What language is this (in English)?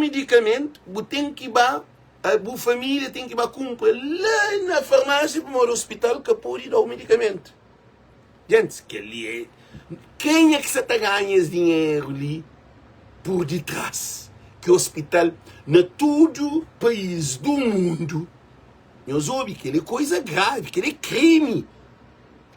Kabuverdianu